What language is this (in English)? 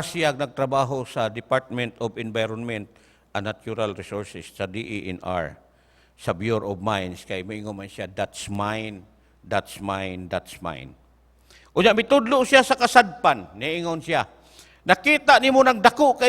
Cebuano